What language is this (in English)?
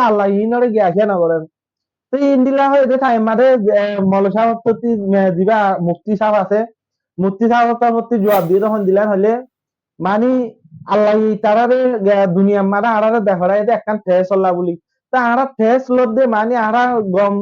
Rohingya